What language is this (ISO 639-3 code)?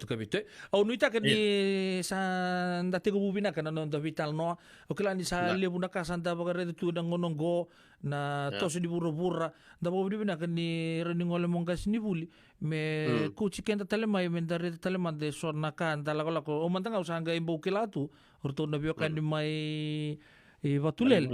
fij